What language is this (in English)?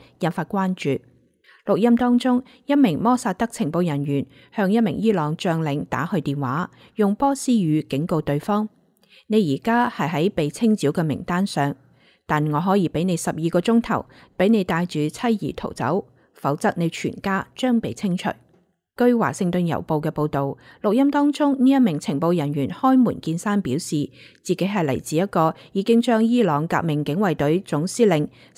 Cantonese